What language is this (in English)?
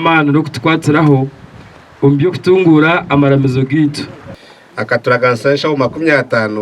Nyankole